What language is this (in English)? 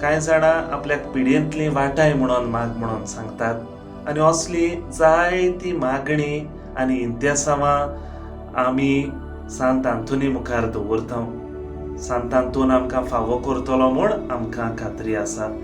Konkani